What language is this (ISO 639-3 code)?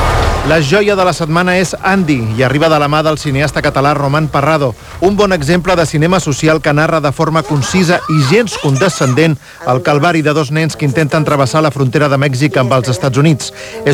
cat